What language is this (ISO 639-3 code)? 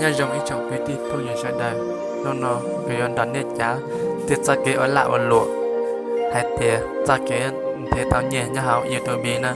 hmn